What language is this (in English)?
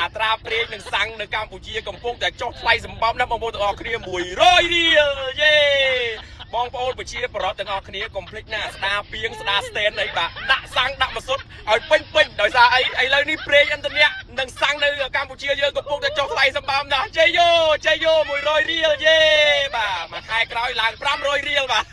Khmer